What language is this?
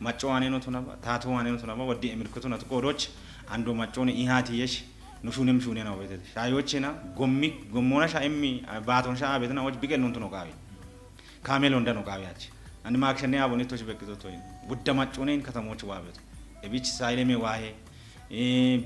Kafa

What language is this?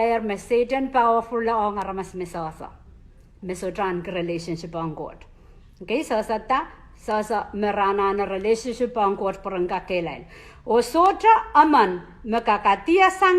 Pohnpeian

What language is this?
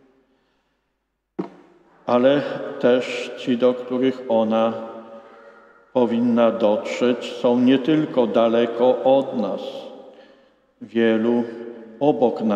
Polish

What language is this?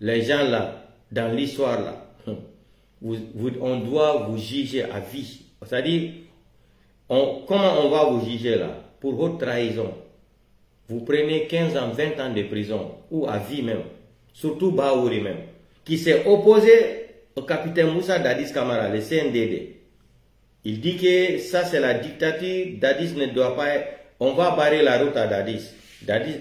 Pular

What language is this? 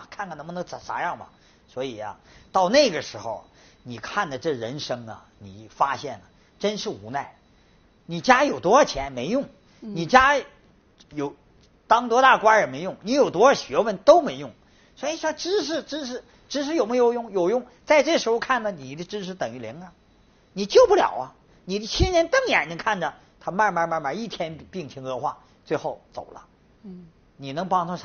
Chinese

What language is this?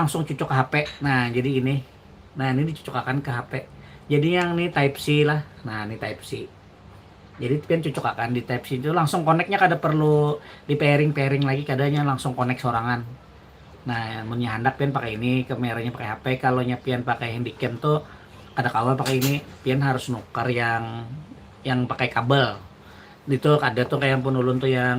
Banjar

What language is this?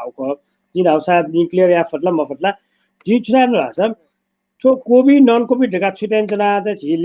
Newari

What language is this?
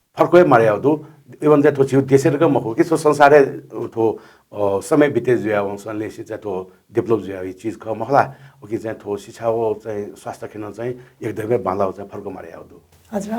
Newari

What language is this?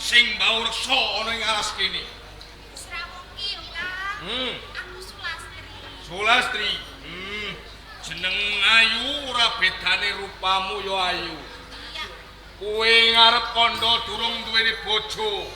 Javanese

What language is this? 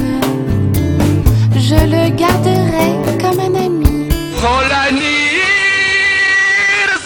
French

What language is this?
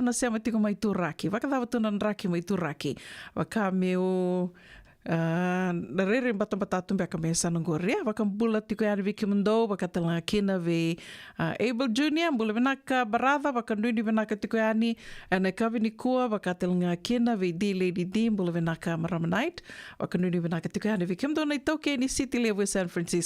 Fijian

